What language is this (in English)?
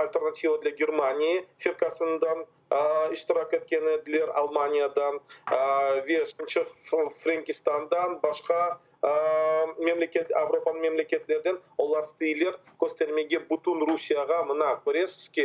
Crimean Tatar